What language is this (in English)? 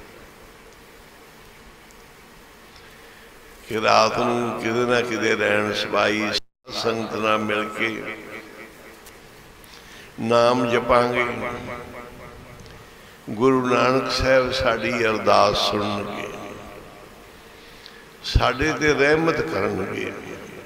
Punjabi